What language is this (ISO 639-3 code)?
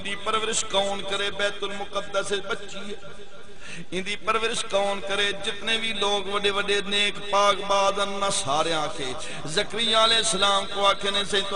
skr